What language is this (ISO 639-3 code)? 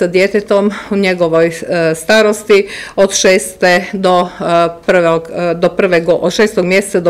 hrv